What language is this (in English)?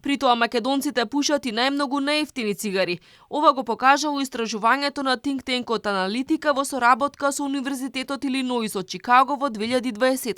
Macedonian